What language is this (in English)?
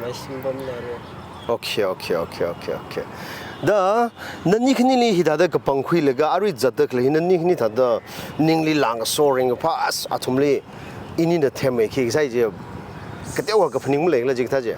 Tangkhul Naga (India)